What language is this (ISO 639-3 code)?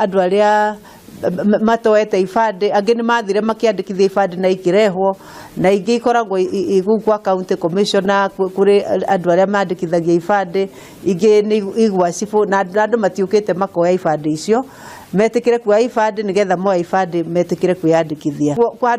kik